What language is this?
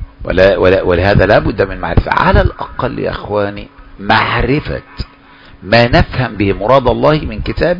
Arabic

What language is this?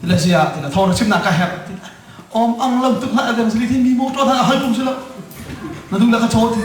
Hakha Chin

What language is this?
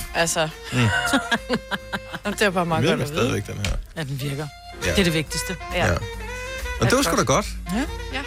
Danish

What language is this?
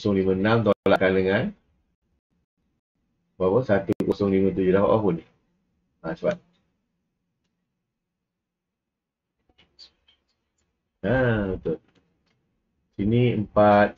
Malay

